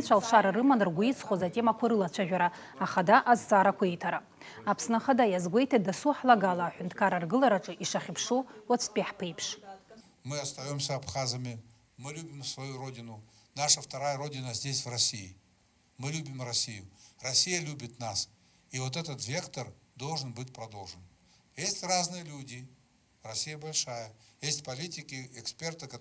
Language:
Abkhazian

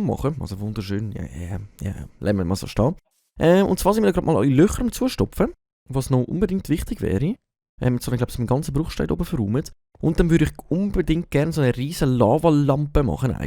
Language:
Swiss German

